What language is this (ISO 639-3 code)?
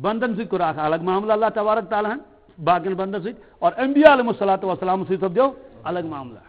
kas